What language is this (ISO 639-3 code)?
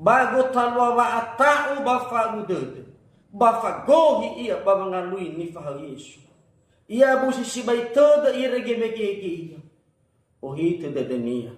nia